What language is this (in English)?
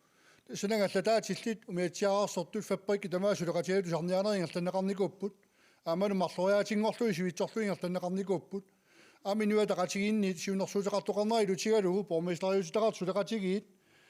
Kalaallisut